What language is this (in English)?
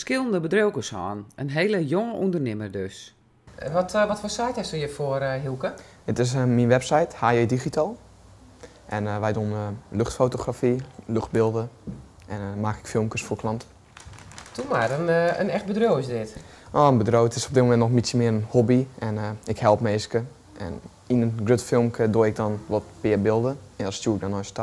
Western Frisian